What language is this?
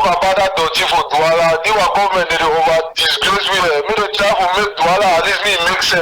Cameroon Pidgin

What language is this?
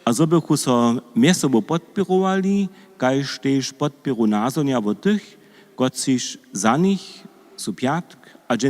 Upper Sorbian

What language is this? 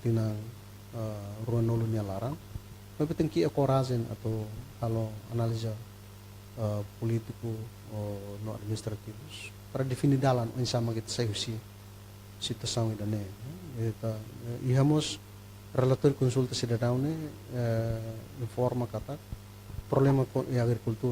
Tetum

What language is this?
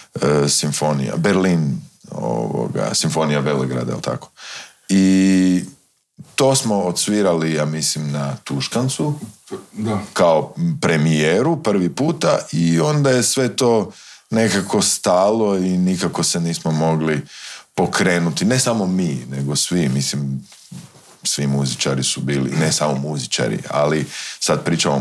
Croatian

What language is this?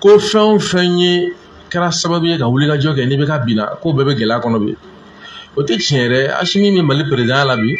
Bambara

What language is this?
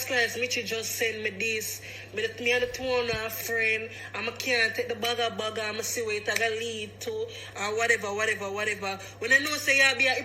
Jamaican Creole English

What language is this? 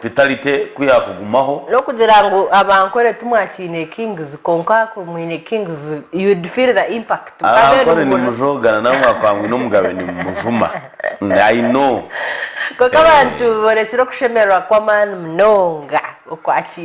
Nyankole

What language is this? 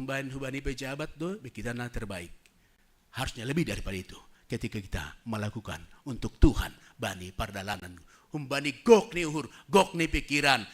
Batak Simalungun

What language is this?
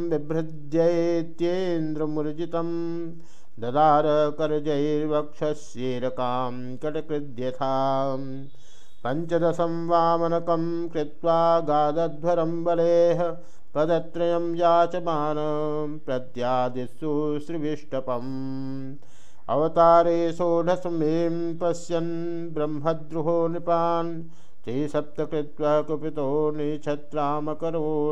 Sanskrit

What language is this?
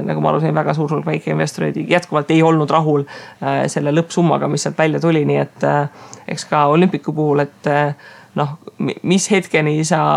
Estonian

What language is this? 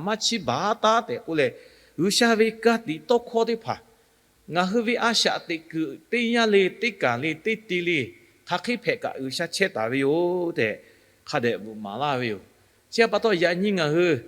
Lahu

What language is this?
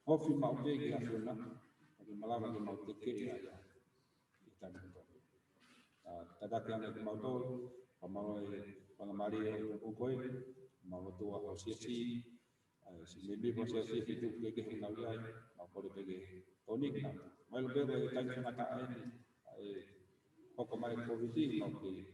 Tongan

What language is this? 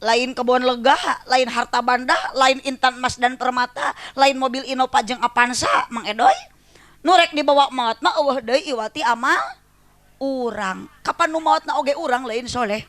Sundanese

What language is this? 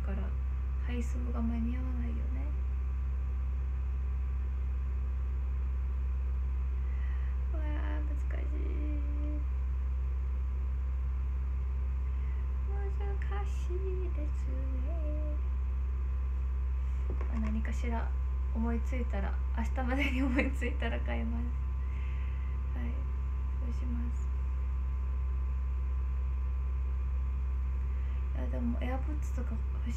Japanese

